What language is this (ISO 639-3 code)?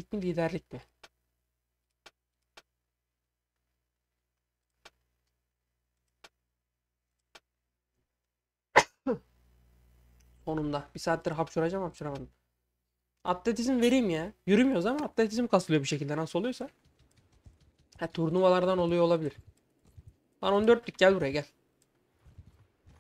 tur